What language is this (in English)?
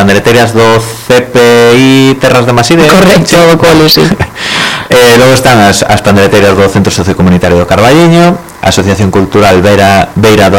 Galician